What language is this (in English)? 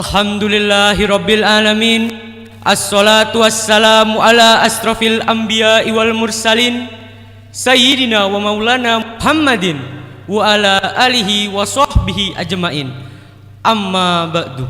Madurese